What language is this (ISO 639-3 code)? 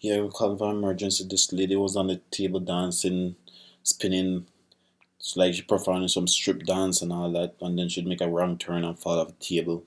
jam